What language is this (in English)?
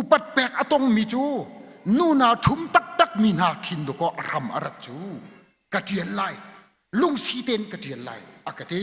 Hakha Chin